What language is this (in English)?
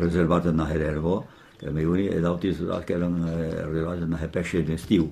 Occitan